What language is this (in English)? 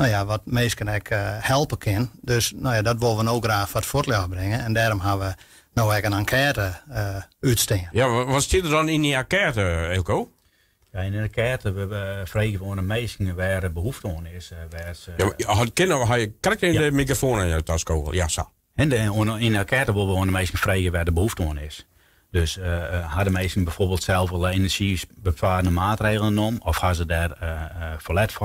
Western Frisian